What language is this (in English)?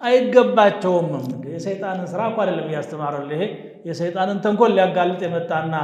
Amharic